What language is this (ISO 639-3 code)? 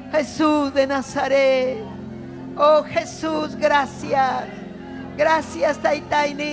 quy